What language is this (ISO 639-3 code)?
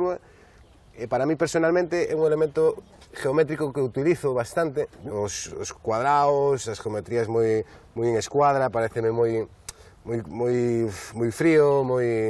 glg